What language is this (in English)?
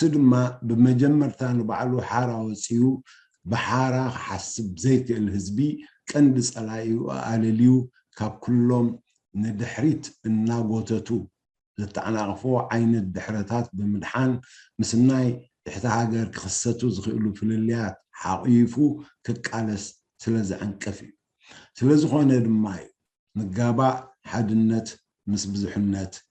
Tigrinya